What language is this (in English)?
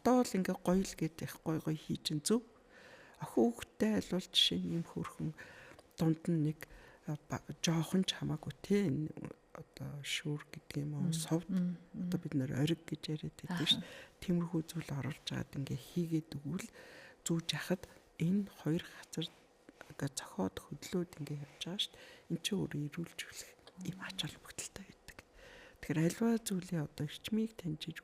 Mongolian